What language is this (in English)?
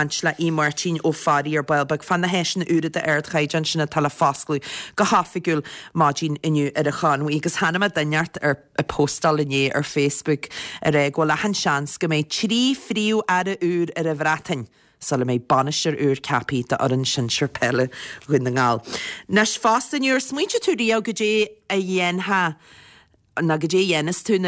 Irish